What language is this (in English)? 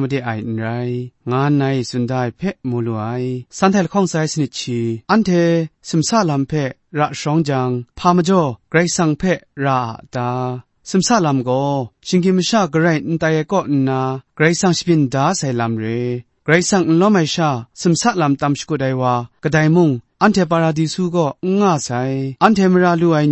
Kachin